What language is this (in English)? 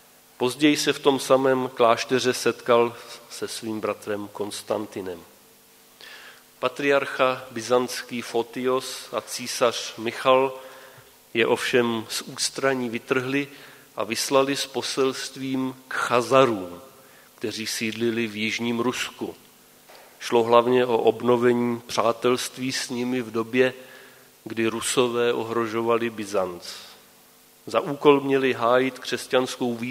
Czech